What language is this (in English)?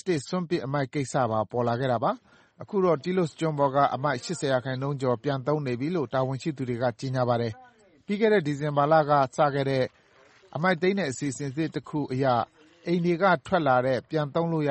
Burmese